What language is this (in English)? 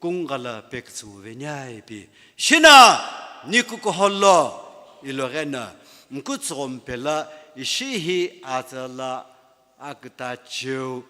Sumi Naga